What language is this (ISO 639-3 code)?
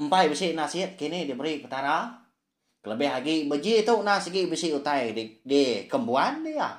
iba